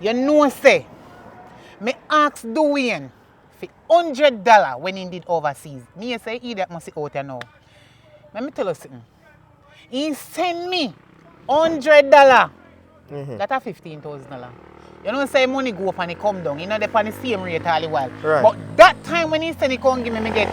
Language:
Jamaican Creole English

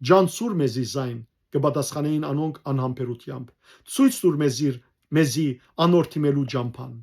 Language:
Western Armenian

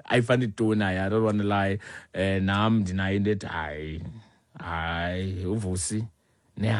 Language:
Xhosa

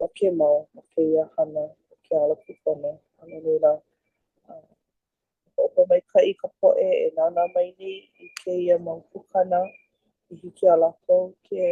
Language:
Hawaiian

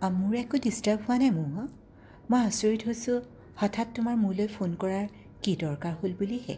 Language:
Assamese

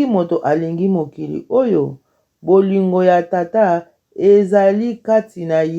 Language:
Lingala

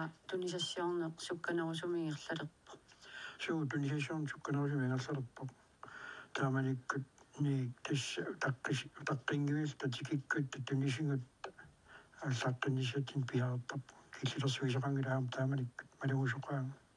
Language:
Kalaallisut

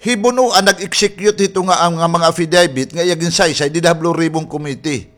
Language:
Waray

